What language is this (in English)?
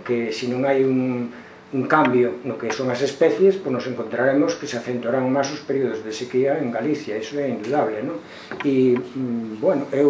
Galician